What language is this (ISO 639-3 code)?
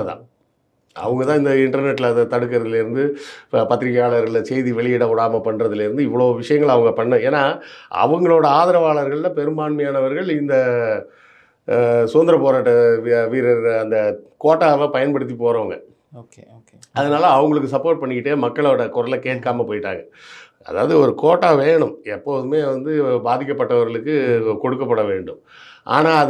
tam